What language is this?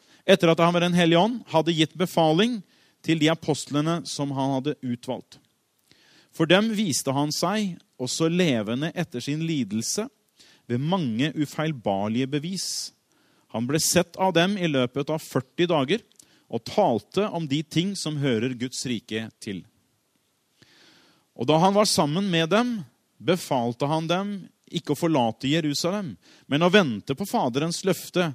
Norwegian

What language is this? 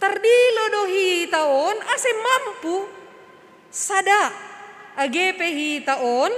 Batak Simalungun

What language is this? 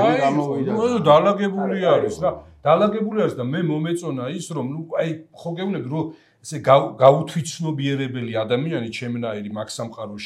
Georgian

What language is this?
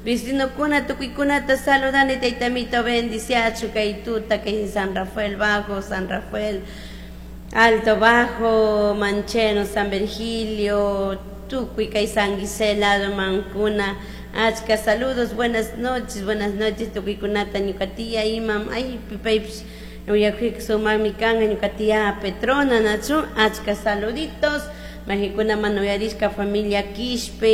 Chimborazo Highland Quichua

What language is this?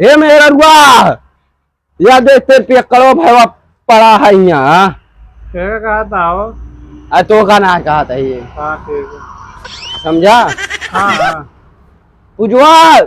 Awadhi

